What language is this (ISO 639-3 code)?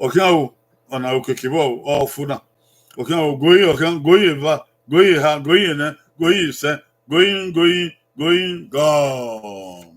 bin